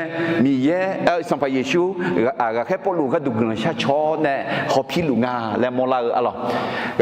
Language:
Akha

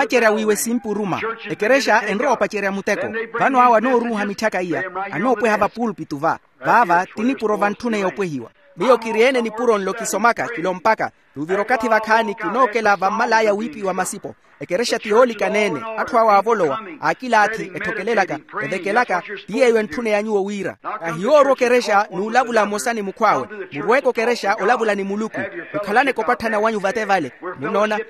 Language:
Makhuwa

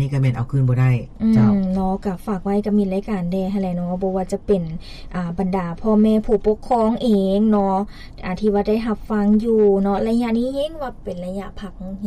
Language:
Lao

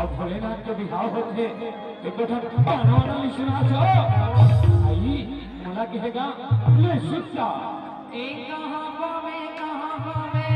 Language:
Chhattisgarhi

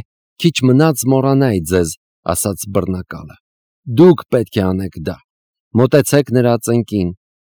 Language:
Armenian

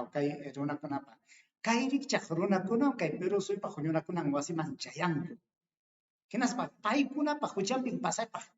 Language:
Ayacucho Quechua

